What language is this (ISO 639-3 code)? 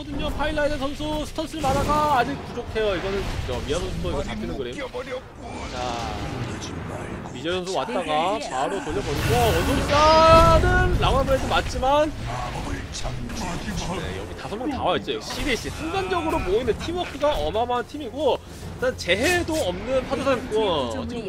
kor